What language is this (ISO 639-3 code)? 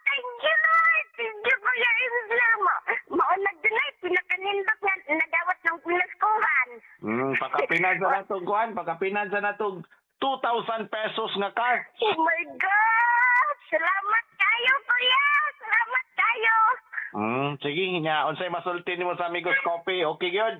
ceb